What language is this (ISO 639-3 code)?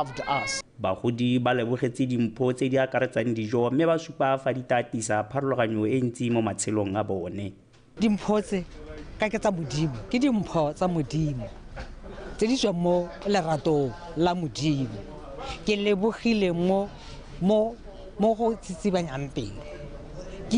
tsn